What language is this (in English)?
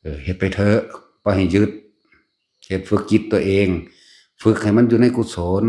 Northeastern Thai